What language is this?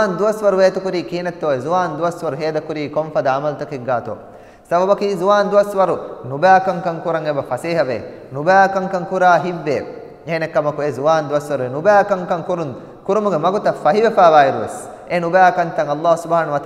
Divehi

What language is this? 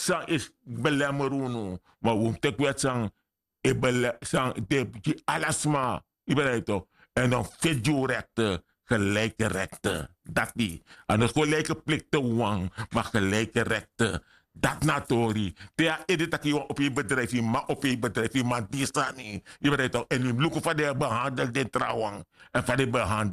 Sranan Tongo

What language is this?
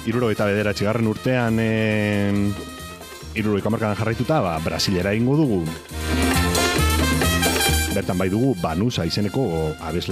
Basque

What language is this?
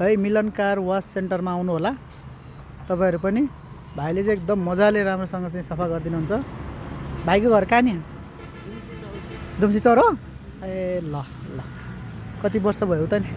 Nepali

